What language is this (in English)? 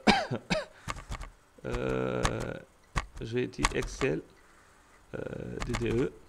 French